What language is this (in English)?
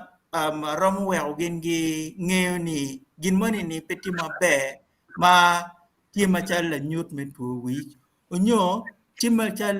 Acoli